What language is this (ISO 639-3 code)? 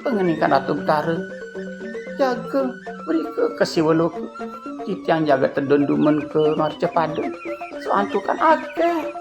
ban